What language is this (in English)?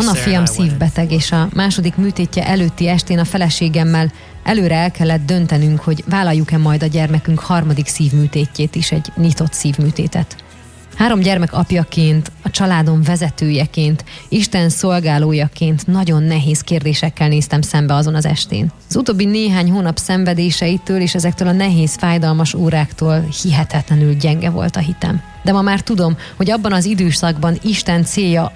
Hungarian